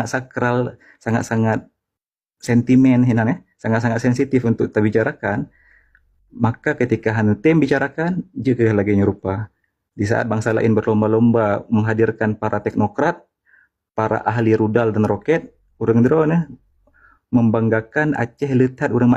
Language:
Achinese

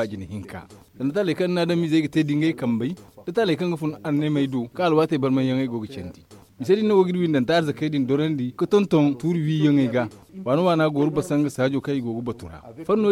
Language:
Zarma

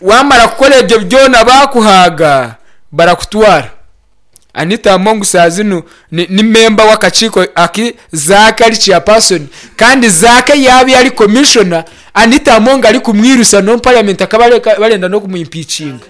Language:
Nyankole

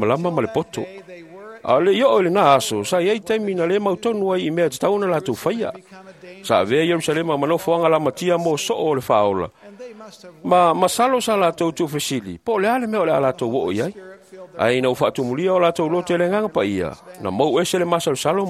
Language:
Samoan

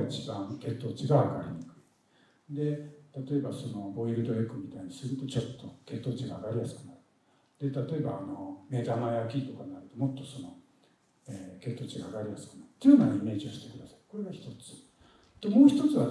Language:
Japanese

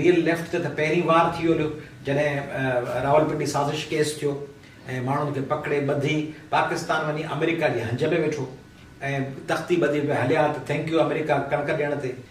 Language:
Sindhi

